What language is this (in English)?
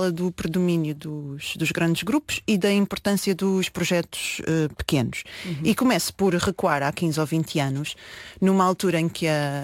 Portuguese